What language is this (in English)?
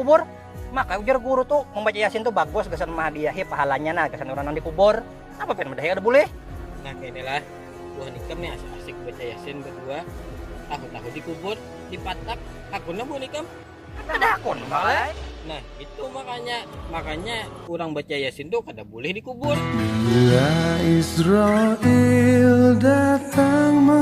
Banjar